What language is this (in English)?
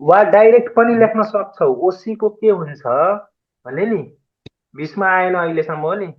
Nepali